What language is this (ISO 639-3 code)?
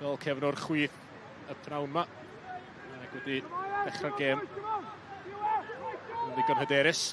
cym